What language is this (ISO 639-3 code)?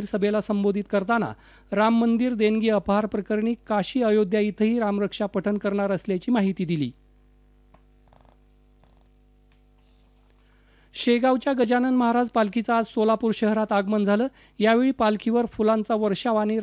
mar